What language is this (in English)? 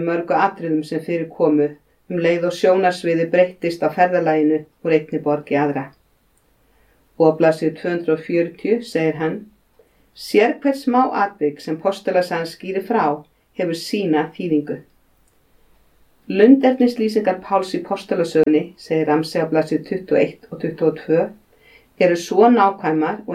Icelandic